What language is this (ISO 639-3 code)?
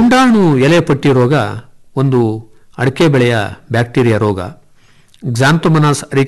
kan